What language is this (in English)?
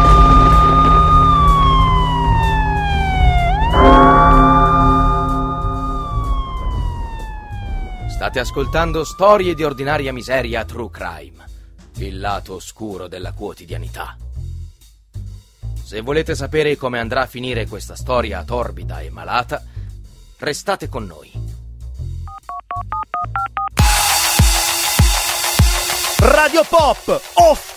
Italian